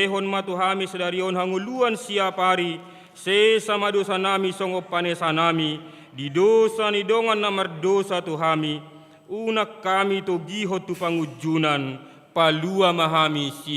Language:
Batak Toba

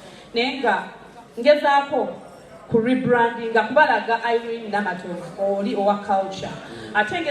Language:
Ganda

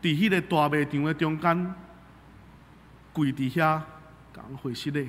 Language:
Min Nan Chinese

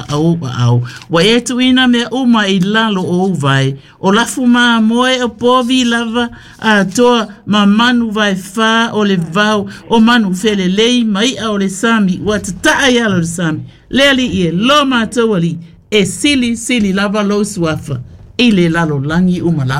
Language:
Samoan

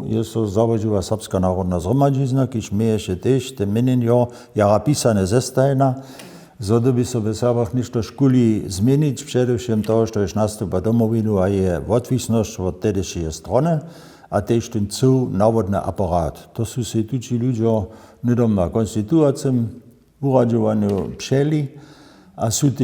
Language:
Upper Sorbian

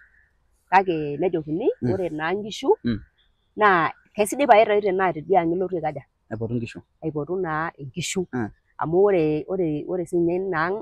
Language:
Masai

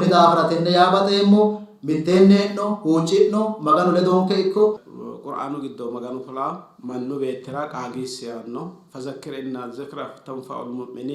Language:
Sidamo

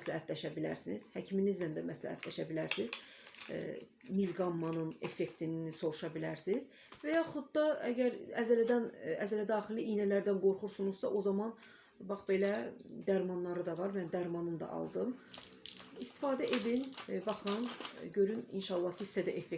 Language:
Azerbaijani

